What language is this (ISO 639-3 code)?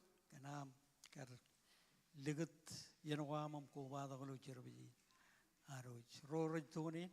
mah